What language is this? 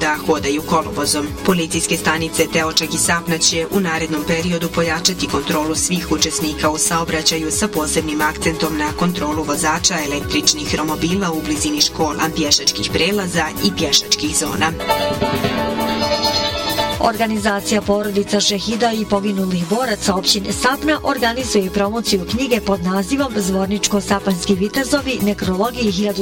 Bosnian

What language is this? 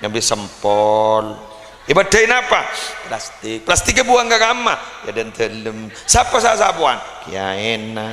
Madurese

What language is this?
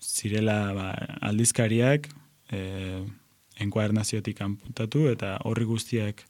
Basque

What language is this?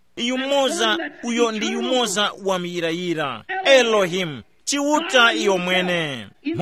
Tumbuka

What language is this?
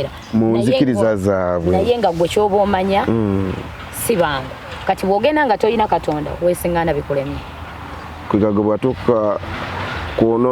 Ganda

